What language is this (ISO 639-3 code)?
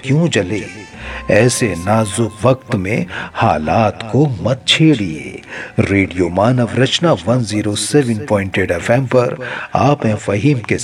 hin